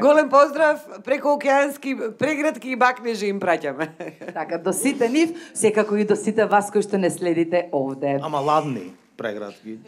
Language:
Macedonian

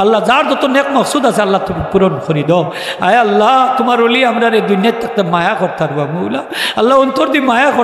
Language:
Sylheti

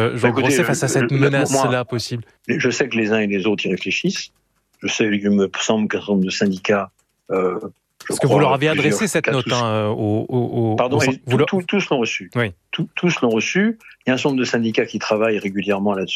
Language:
French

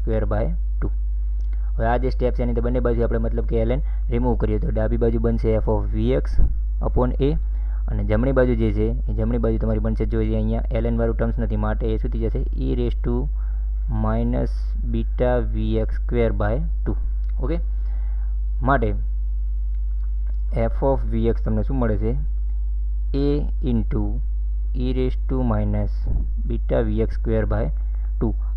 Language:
Gujarati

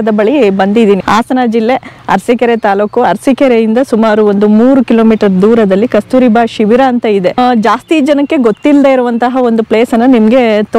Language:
Kannada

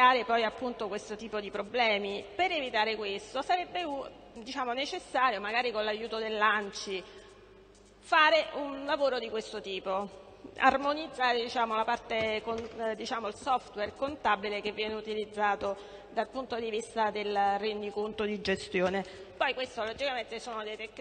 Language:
Italian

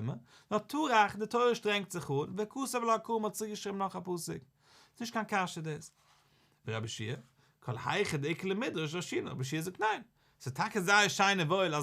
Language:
Yiddish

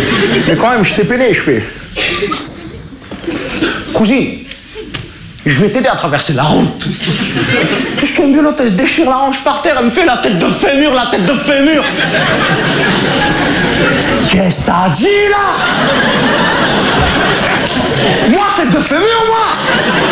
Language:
French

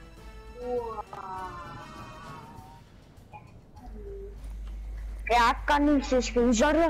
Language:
Afrikaans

